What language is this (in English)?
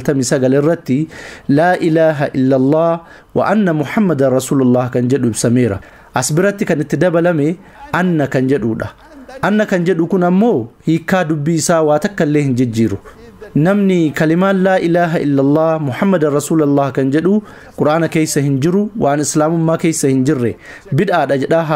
Oromo